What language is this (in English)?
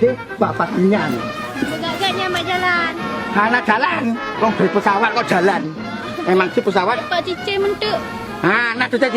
Achinese